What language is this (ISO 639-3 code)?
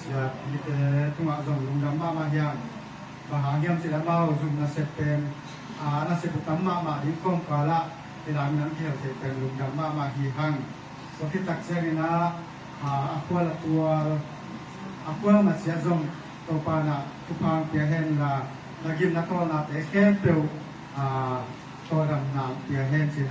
ctd